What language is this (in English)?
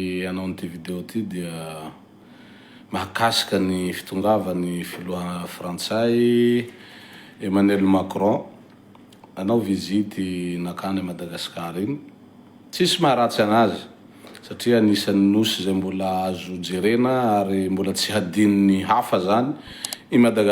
Malagasy